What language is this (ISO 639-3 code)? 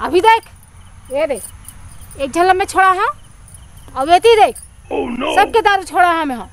hne